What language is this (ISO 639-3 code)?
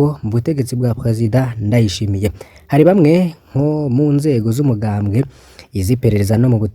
run